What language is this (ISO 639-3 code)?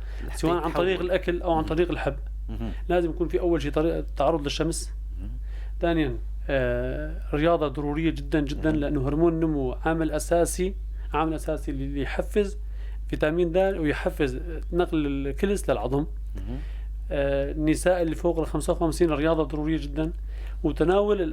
apc